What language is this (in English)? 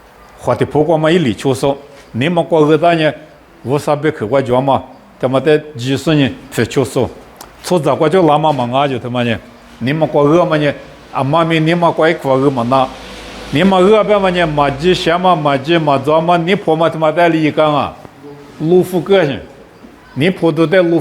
Lisu